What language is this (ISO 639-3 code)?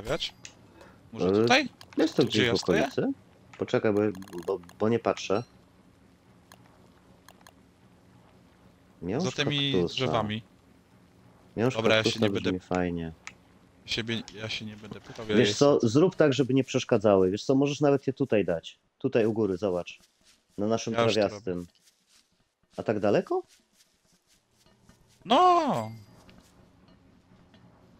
pol